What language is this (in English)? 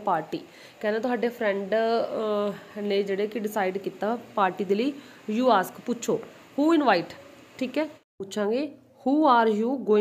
Punjabi